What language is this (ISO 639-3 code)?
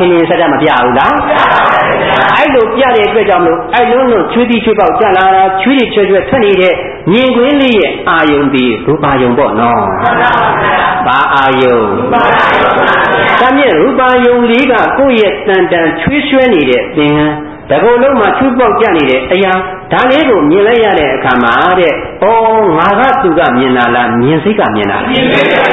mya